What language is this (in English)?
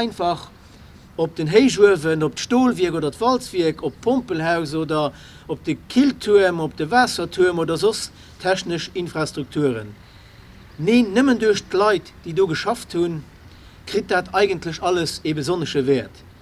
Luxembourgish